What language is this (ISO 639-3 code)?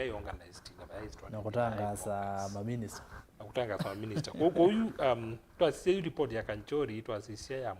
kam